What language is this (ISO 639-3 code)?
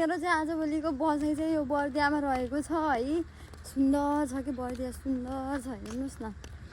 nep